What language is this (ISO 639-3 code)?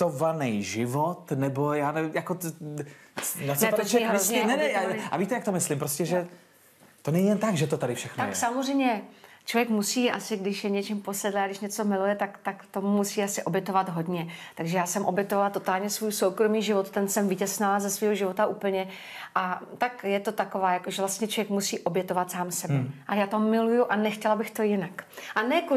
ces